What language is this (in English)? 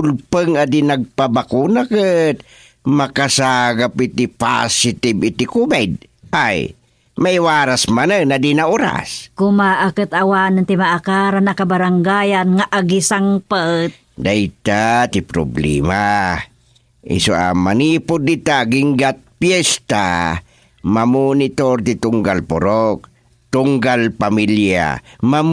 Iloko